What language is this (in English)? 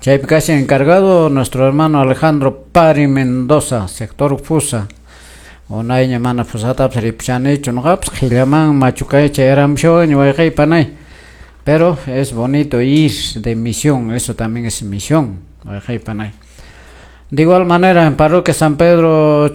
Quechua